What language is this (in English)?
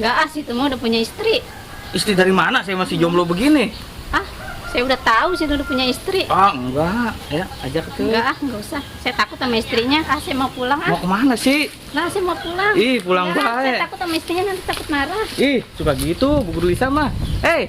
Betawi